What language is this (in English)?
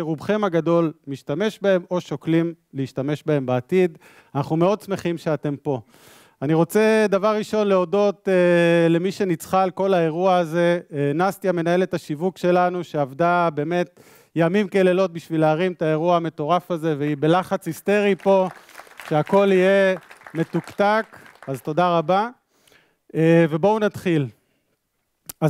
Hebrew